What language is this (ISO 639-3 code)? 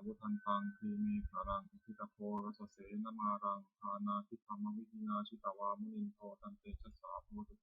pli